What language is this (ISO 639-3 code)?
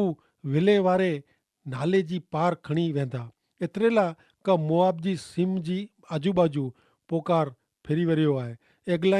kfr